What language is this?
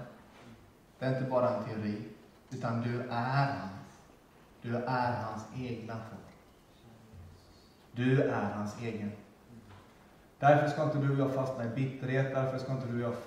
Swedish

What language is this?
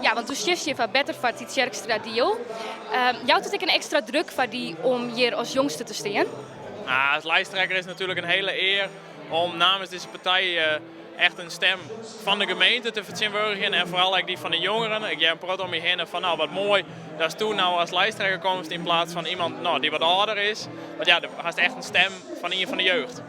Western Frisian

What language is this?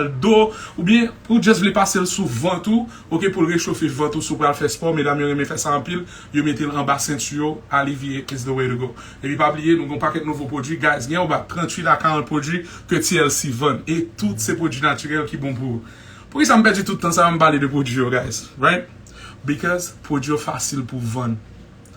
Haitian Creole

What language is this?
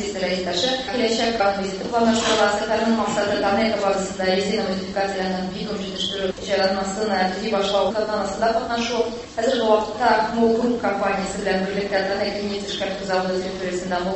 Tatar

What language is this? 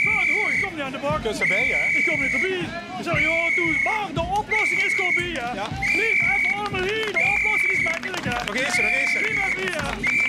Limburgish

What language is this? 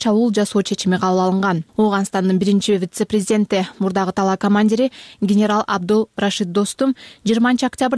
Kyrgyz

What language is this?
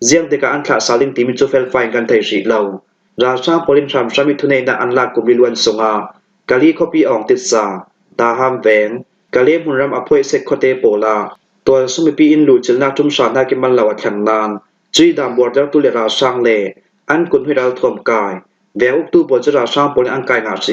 Falam Chin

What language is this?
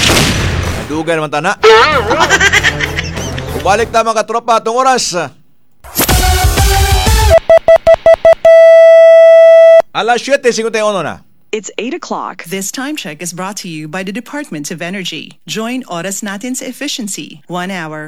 Cebuano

